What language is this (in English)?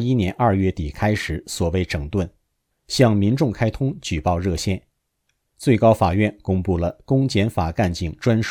Chinese